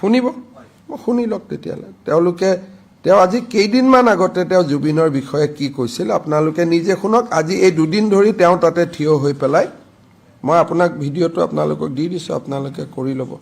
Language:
Assamese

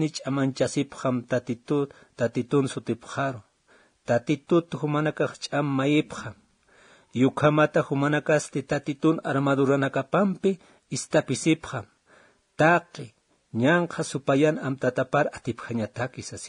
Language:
Aymara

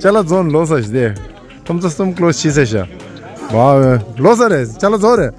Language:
Tibetan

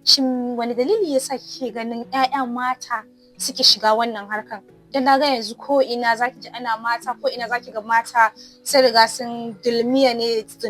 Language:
Hausa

